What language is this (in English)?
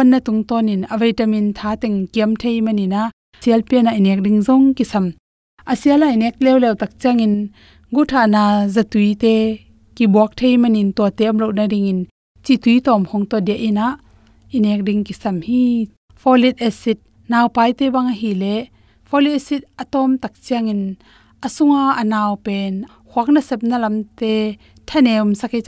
Tedim Chin